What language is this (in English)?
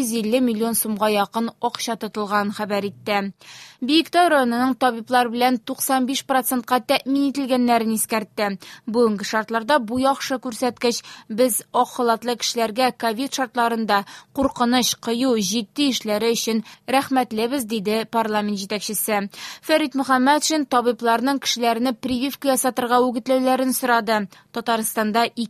Tatar